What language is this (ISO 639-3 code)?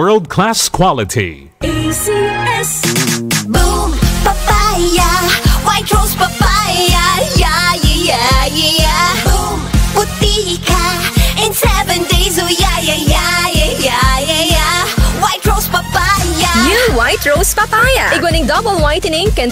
bik